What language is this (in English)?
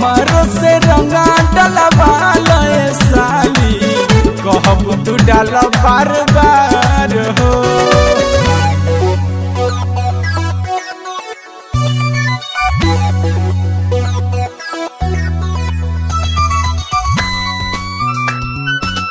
Bhojpuri